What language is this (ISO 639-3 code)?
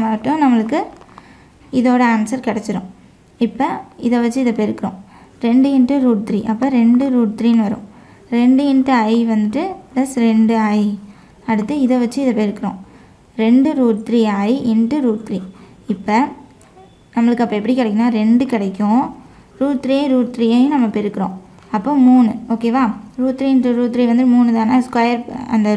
tam